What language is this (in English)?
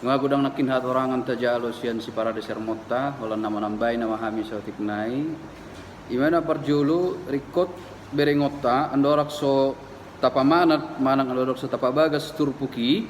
Batak Toba